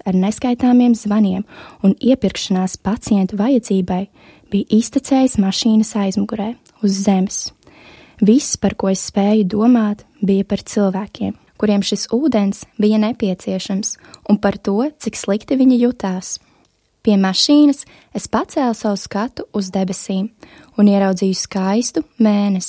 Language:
Latvian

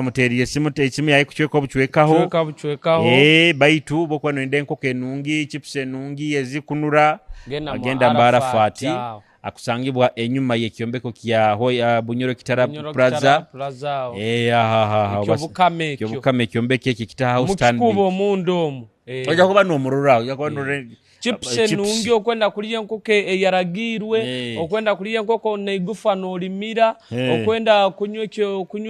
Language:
Nyoro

